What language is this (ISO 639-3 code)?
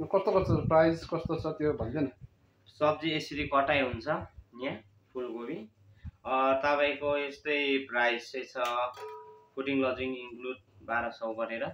nep